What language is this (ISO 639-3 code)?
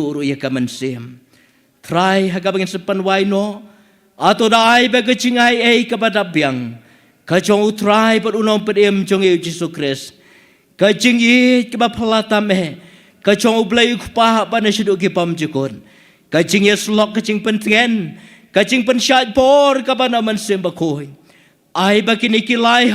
kha